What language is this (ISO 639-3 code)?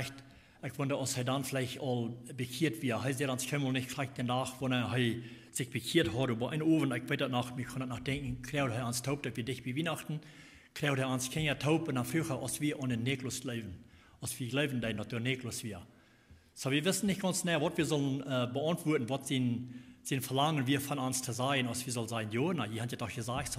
pdt